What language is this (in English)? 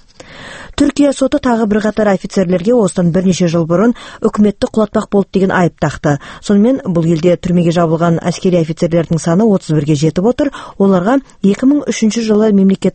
Kazakh